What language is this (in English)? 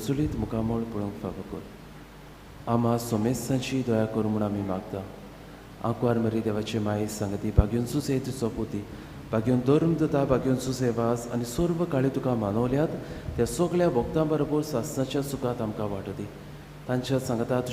Konkani